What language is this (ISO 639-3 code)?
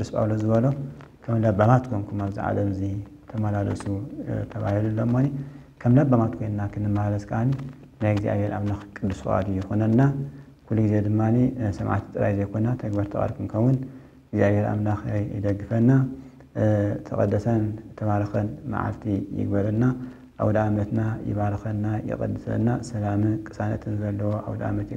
tir